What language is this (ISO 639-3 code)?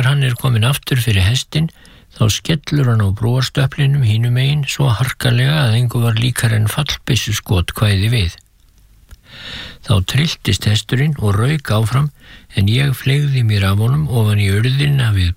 isl